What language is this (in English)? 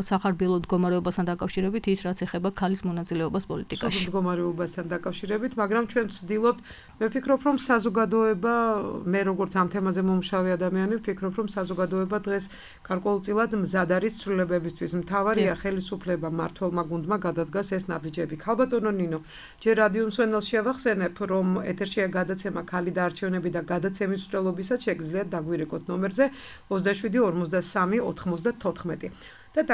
Georgian